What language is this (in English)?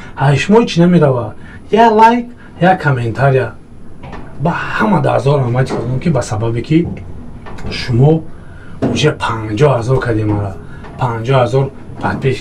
Tajik